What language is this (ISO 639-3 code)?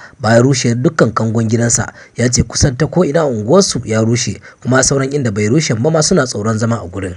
hau